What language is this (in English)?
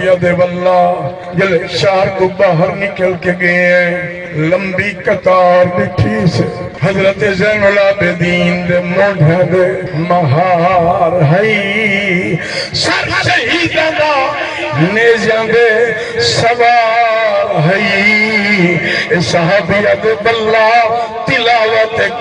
Saraiki